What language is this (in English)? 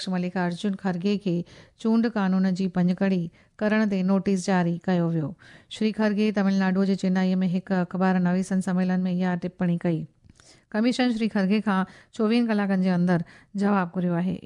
Sindhi